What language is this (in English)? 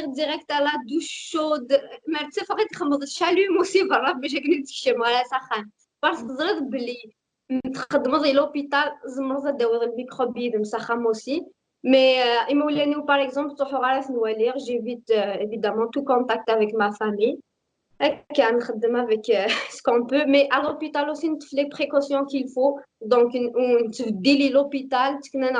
Kabyle